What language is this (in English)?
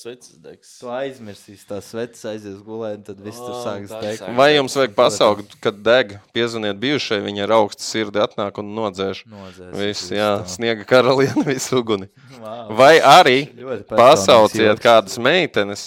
Latvian